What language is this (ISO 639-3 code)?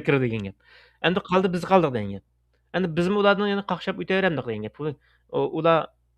uig